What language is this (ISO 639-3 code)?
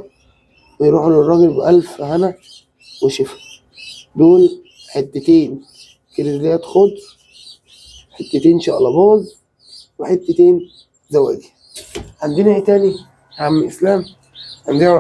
arz